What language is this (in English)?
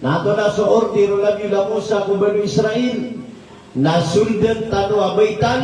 Maranao